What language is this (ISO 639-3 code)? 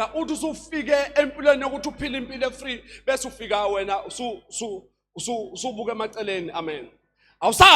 zul